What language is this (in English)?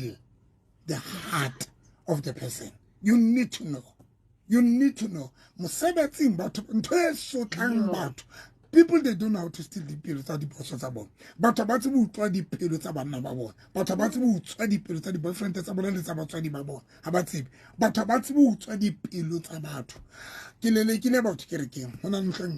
Southern Sotho